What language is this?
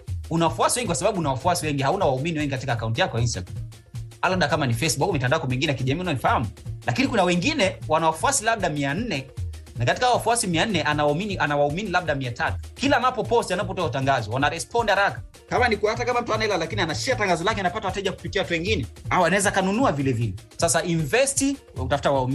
Swahili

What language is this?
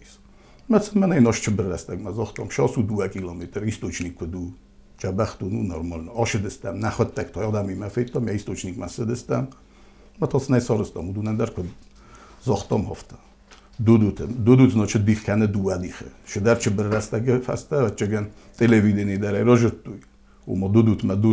Ossetic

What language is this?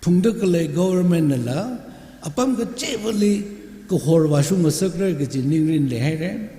Tangkhul Naga (India)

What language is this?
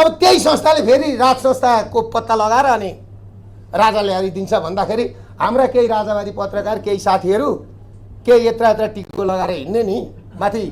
Nepali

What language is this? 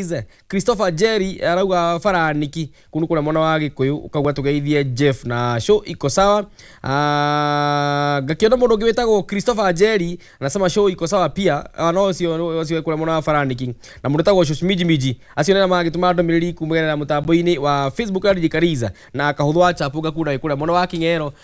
Kikuyu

